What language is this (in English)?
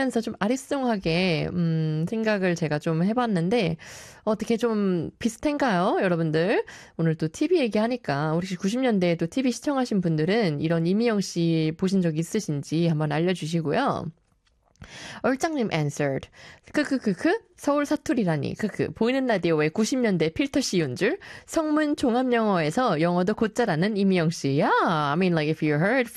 Korean